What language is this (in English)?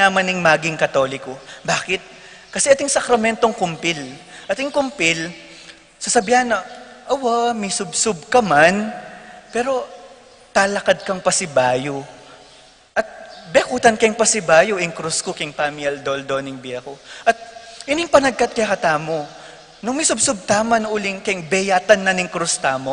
Pampanga